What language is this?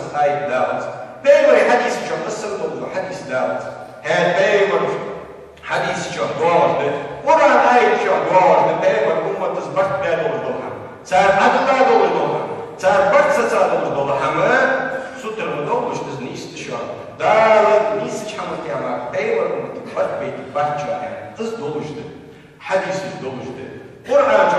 Ingush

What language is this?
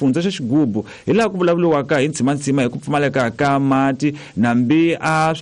Tsonga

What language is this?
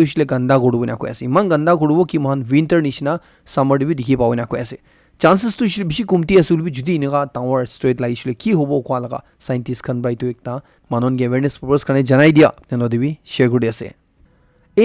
Naga Pidgin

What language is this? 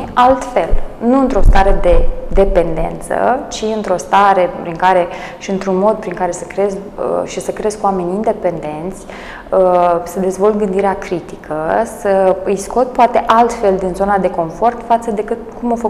Romanian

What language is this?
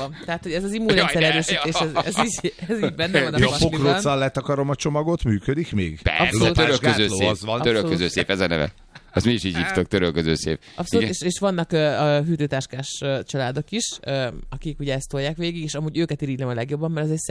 Hungarian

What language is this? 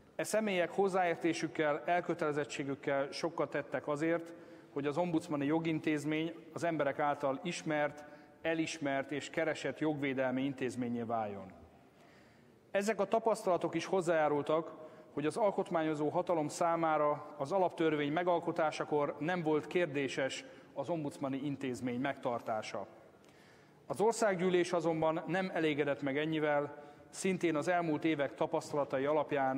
Hungarian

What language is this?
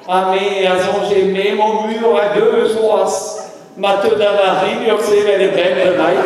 Breton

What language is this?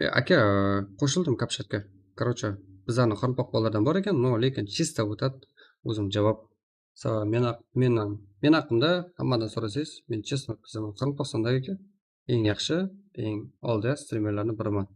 Kara-Kalpak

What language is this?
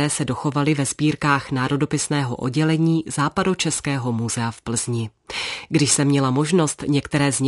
Czech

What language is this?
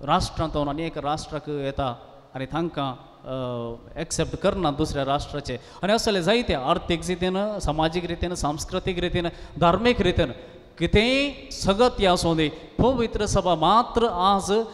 Konkani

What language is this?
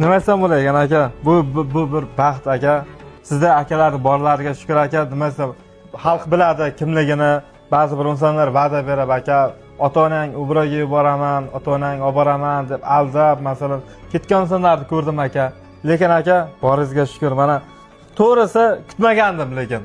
Uzbek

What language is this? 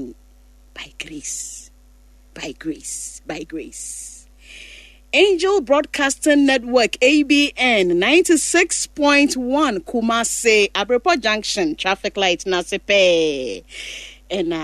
Akan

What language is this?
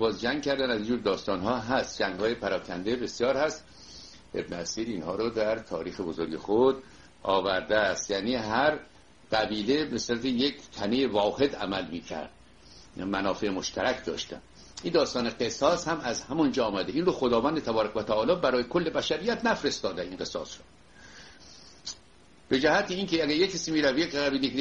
Persian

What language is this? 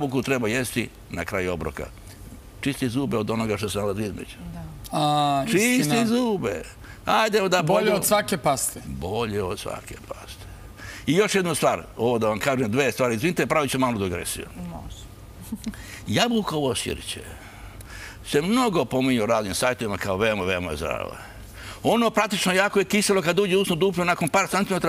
Serbian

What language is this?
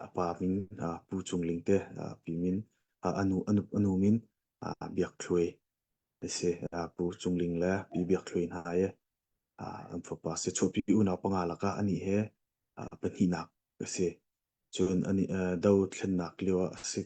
Hakha Chin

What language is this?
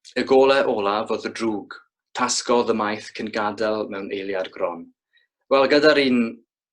Welsh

